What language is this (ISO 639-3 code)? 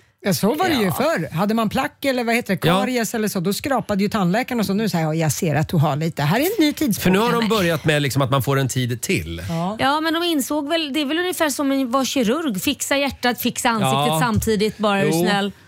swe